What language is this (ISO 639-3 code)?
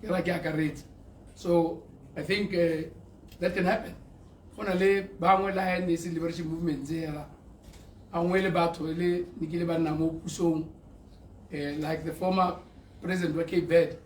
tsn